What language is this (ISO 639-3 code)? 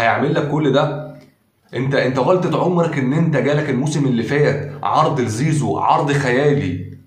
arz